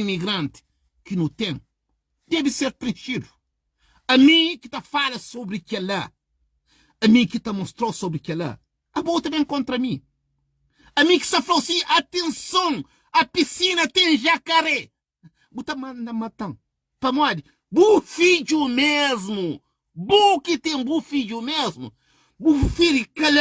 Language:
Kabuverdianu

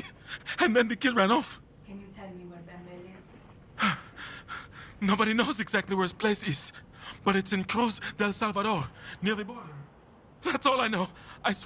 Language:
English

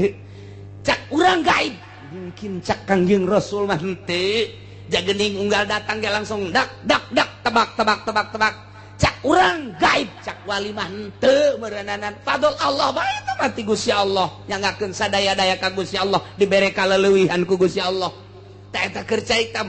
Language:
Sundanese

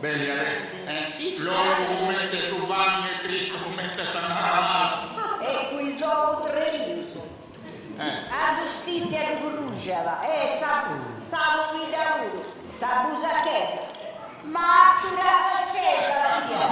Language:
Sardinian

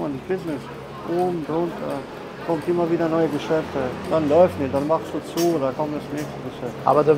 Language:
German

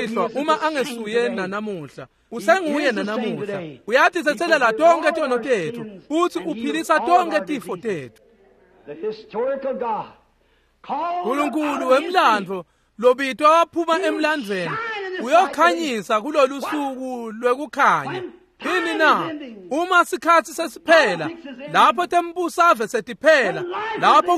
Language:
Swati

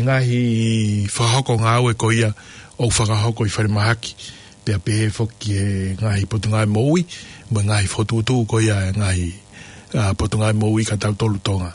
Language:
Tongan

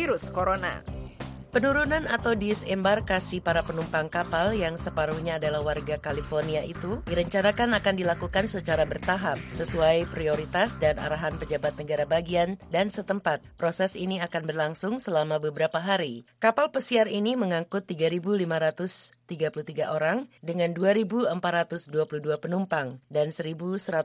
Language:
Indonesian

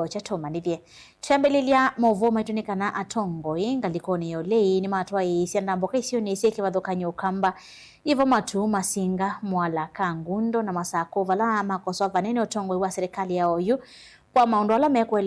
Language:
Kamba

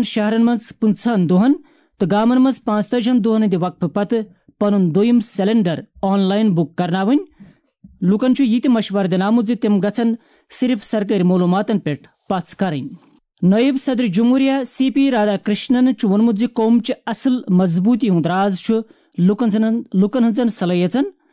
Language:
Kashmiri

